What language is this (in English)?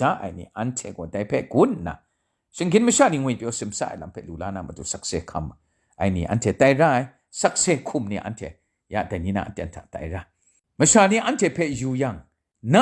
Kachin